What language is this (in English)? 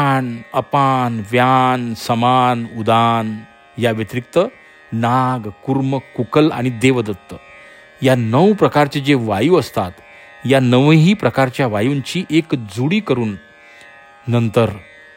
Marathi